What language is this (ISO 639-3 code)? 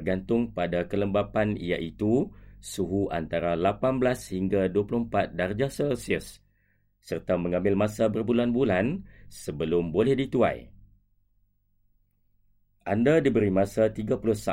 msa